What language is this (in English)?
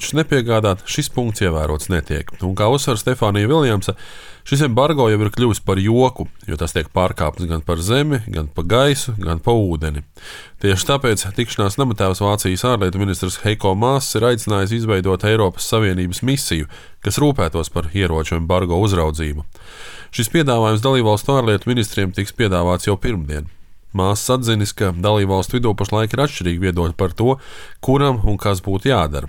Latvian